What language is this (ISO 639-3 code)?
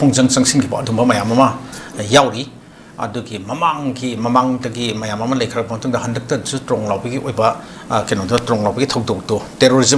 mni